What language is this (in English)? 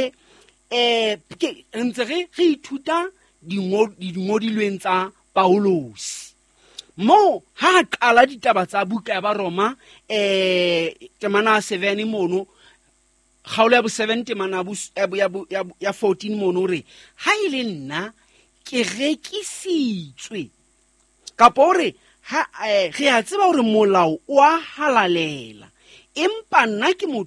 Southern Sotho